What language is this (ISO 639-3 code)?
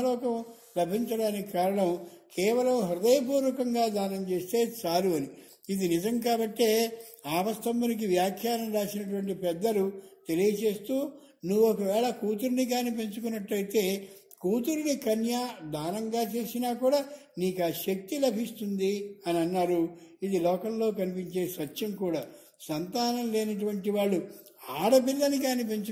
tel